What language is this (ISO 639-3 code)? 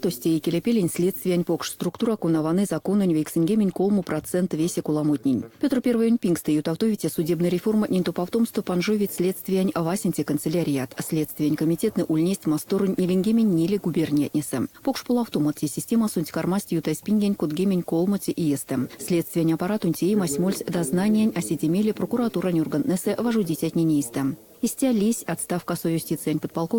myv